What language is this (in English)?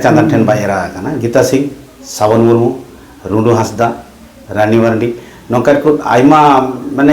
Santali